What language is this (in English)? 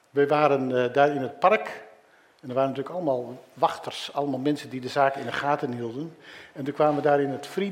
Dutch